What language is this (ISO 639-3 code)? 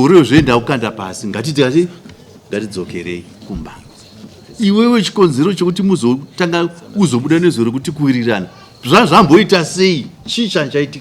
sna